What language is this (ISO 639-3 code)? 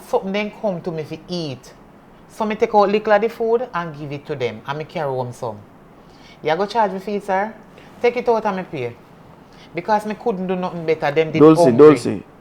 jam